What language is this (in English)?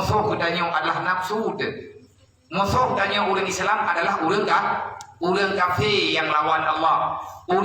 Achinese